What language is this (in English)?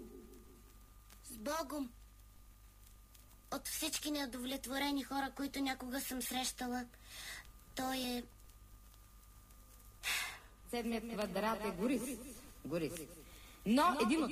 Bulgarian